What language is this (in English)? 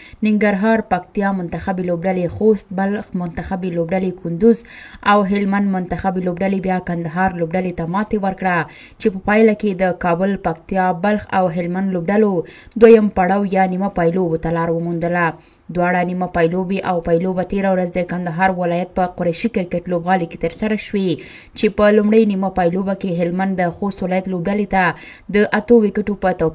Pashto